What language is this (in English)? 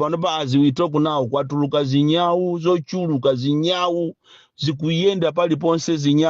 Nyanja